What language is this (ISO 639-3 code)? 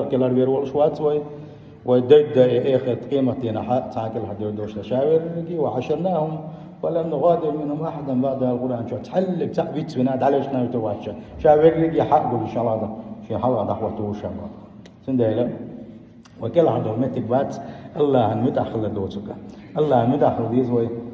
che